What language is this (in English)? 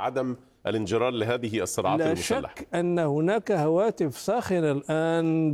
Arabic